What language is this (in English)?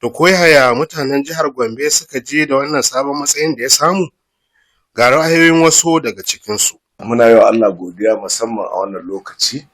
Hausa